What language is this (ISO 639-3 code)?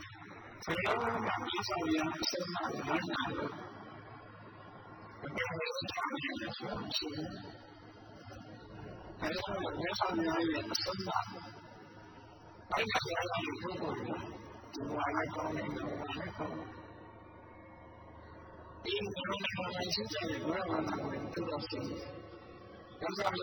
mya